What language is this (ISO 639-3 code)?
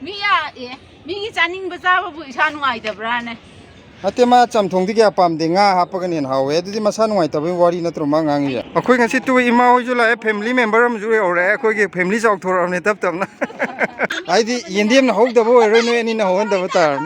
mni